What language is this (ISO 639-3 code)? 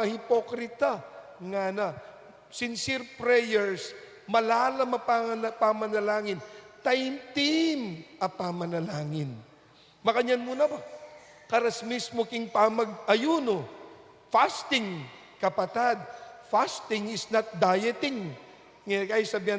pam